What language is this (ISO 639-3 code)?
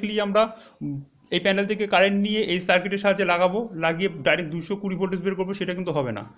ben